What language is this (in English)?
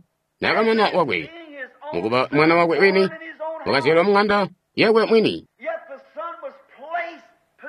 Tonga (Zambia)